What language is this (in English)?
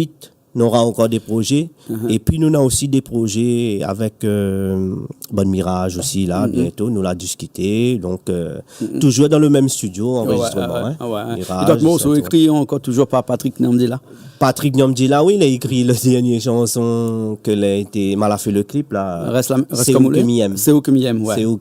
Réunion Creole French